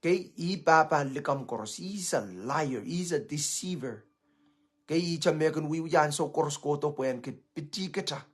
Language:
Pohnpeian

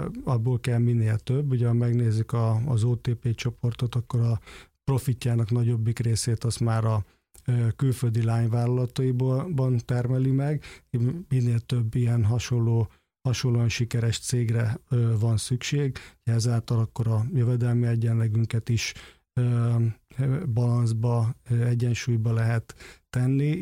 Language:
Hungarian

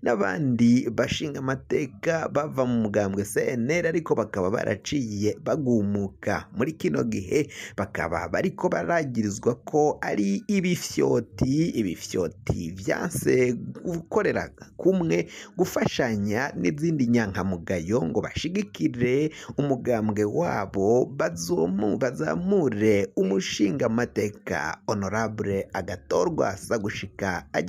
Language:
Rundi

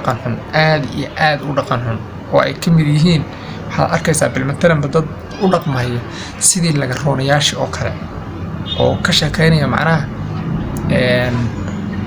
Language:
Somali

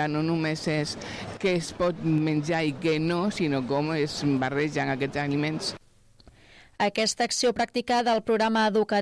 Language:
Catalan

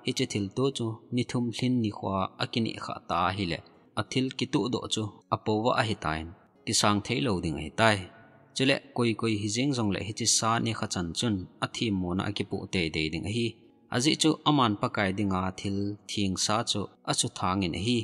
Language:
Thado Chin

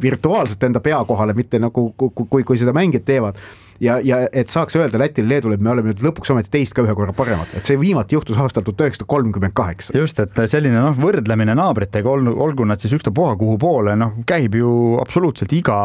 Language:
Estonian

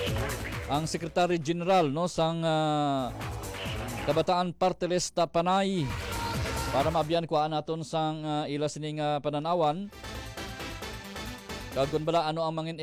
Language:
Hiligaynon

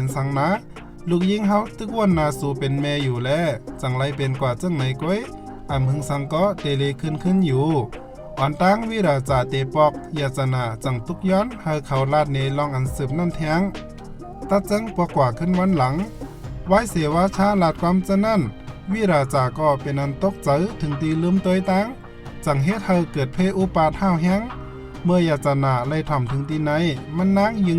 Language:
Shan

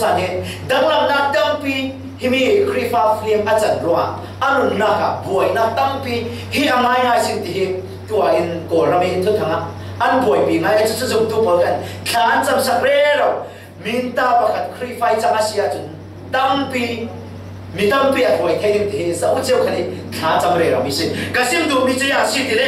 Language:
Falam Chin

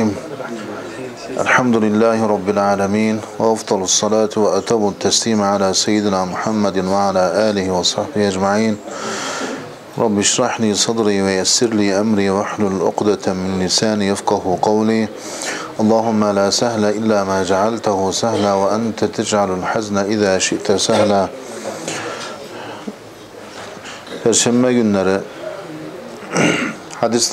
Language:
Turkish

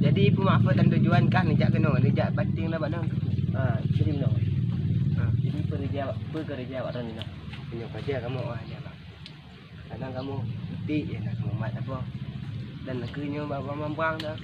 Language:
Achinese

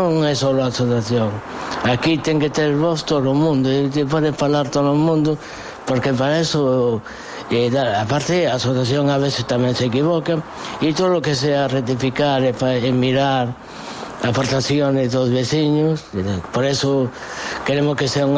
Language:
Galician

